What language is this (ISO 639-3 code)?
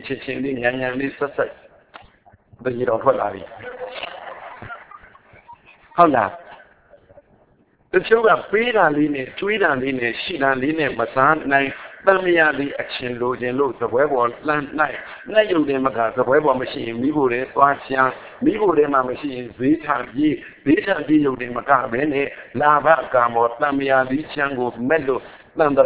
mya